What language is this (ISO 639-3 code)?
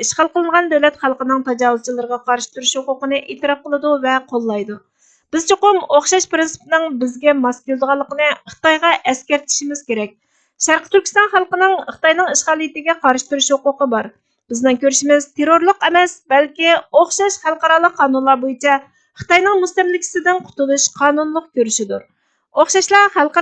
uig